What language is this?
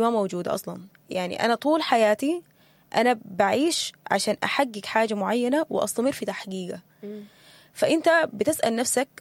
Sudanese Arabic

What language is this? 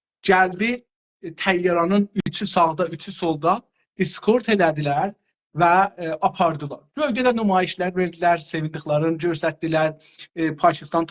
South Azerbaijani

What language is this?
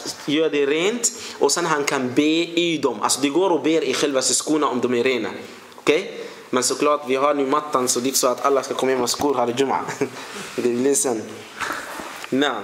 Swedish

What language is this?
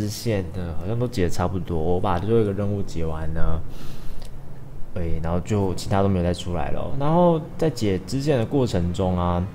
Chinese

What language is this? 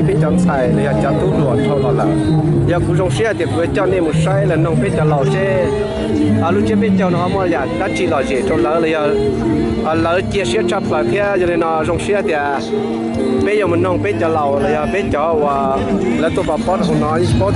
Hmong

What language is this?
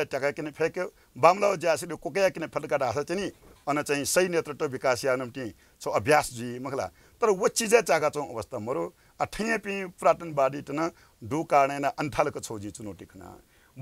Newari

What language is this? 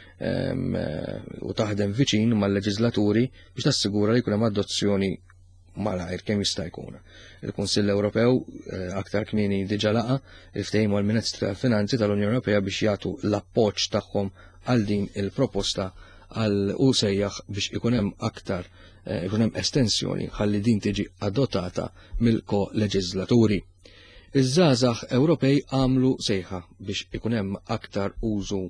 Maltese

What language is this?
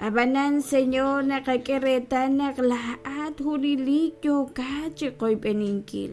Kekchí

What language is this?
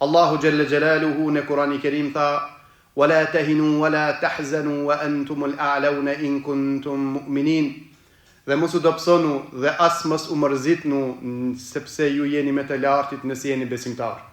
Albanian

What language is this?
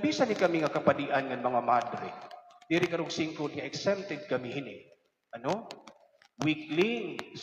Waray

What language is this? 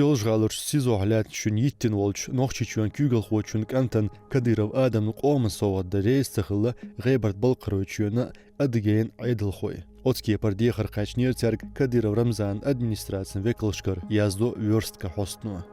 Chechen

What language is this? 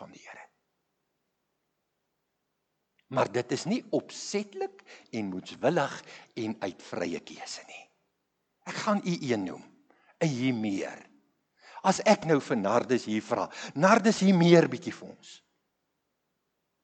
Afrikaans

